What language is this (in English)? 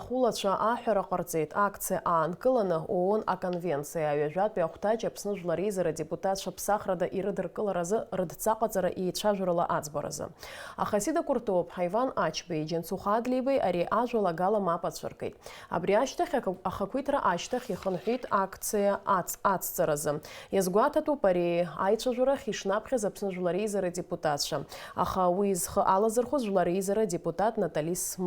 Abkhazian